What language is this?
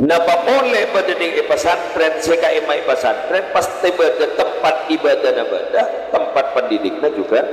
Madurese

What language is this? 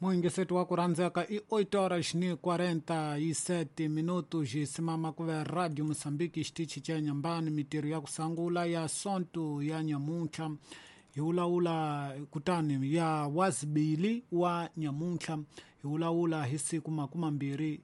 Tsonga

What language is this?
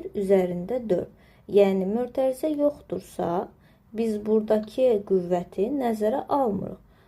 Azerbaijani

